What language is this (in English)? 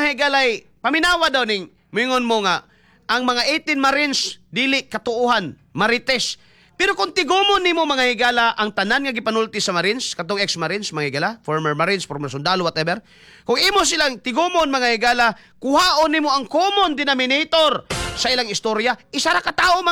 Cebuano